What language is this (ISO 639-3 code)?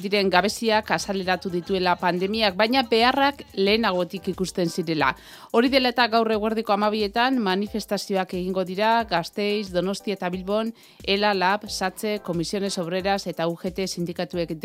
eus